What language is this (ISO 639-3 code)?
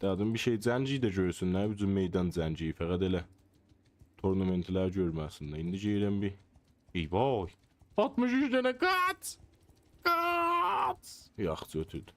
azb